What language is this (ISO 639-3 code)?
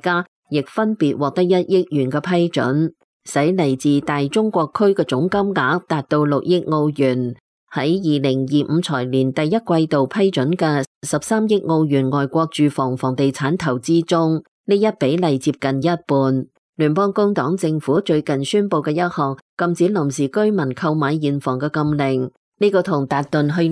yue